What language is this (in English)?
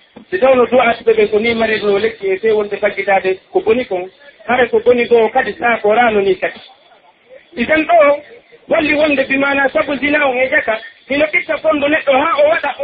Pular